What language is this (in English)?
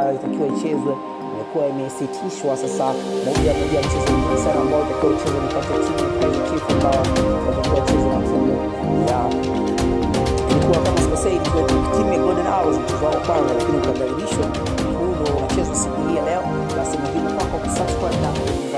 Swahili